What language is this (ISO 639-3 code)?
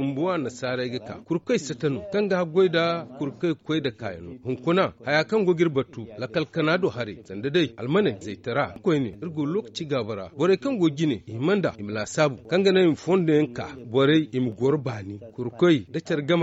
dje